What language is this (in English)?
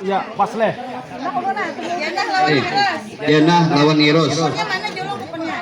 Banjar